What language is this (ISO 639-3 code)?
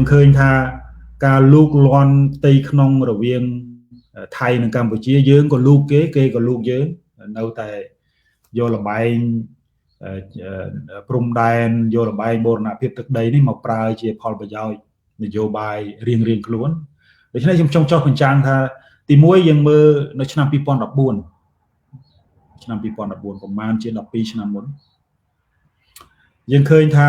khm